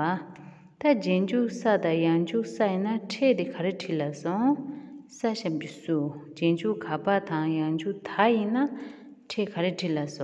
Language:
Tibetan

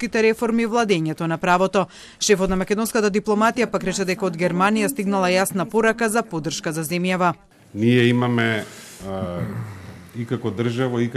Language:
Macedonian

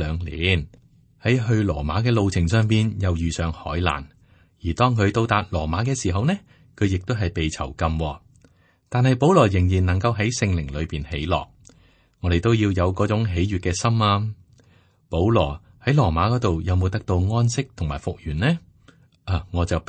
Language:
Cantonese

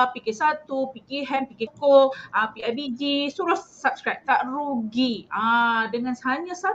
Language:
Malay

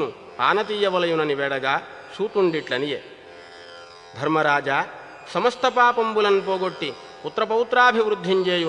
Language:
Telugu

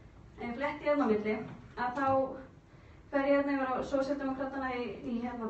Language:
Icelandic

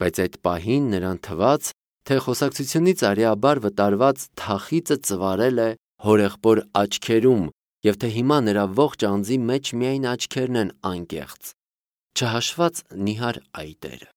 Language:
Armenian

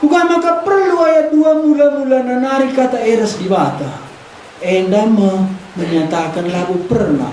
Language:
Batak Karo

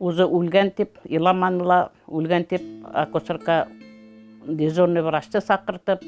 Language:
Bashkir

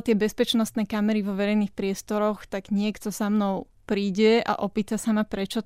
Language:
Slovak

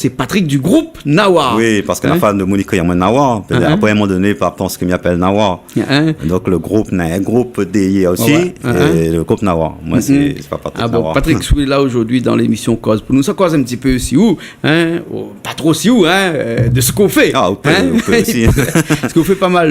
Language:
Réunion Creole French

